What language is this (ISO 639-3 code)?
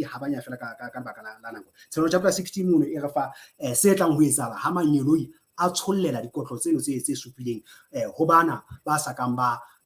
sot